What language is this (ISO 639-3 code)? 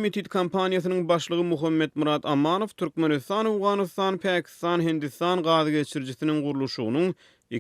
tuk